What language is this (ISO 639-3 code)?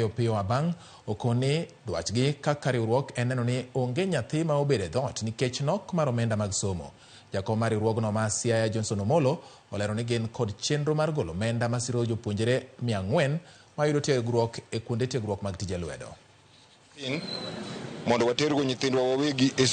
luo